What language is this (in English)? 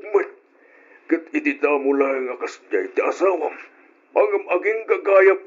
Iloko